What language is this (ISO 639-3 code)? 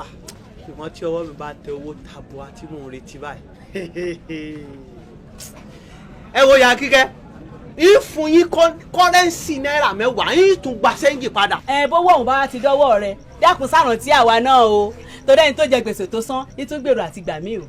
yor